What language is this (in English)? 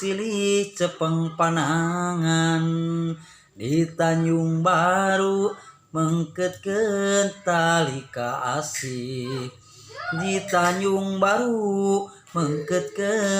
Sundanese